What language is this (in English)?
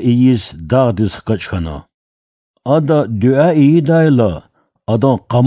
Lezghian